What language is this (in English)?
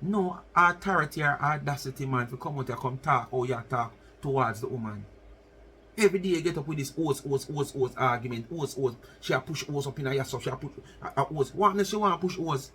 Jamaican Creole English